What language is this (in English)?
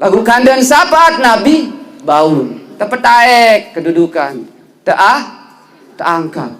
Sasak